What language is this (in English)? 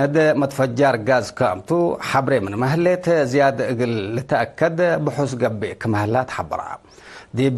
Tigre